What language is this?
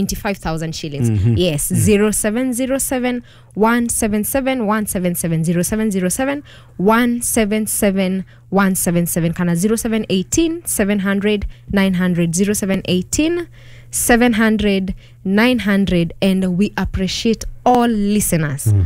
Kikuyu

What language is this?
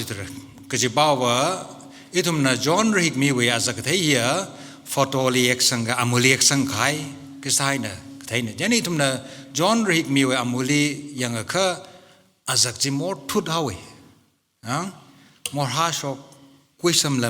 Tangkhul Naga (India)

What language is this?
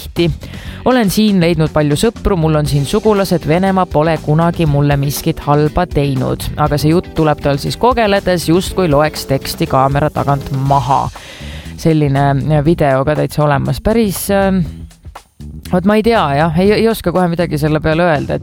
Estonian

